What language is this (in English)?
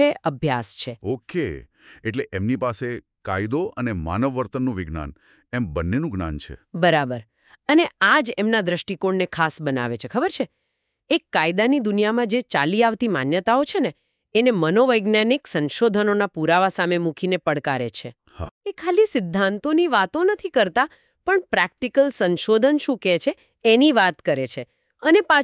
Gujarati